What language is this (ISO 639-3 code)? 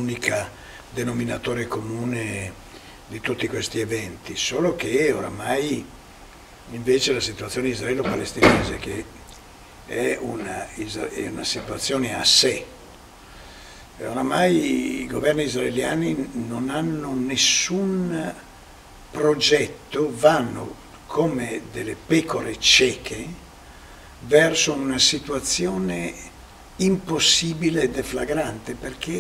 ita